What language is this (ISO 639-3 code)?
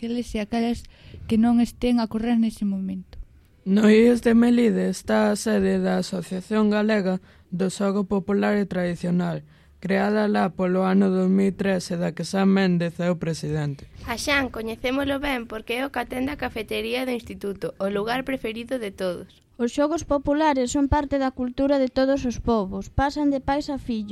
glg